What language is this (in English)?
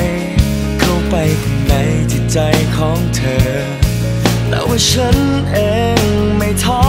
Thai